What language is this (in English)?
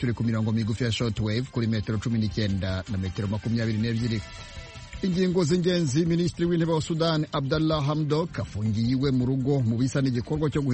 Kinyarwanda